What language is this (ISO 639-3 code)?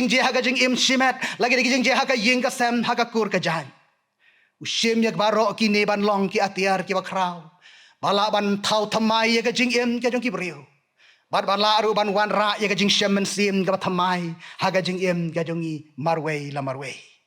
kha